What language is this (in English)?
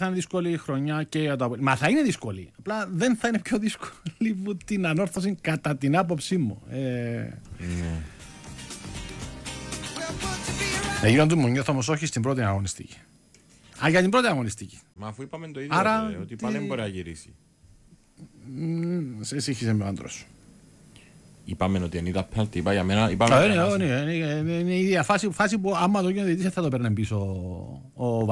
Greek